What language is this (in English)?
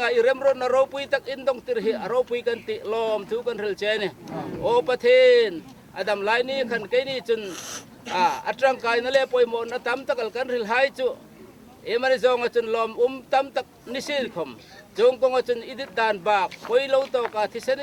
Hmar